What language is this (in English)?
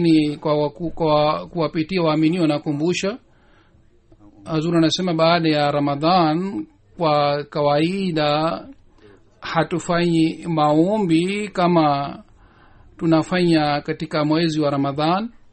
Swahili